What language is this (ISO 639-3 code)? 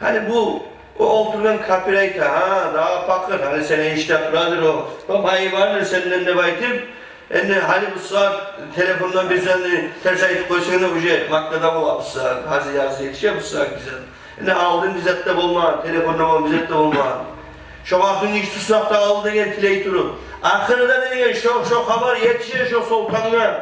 kum